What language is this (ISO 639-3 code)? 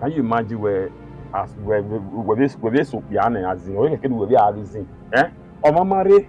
bin